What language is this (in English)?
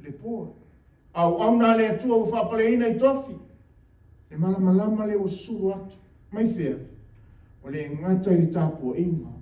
Samoan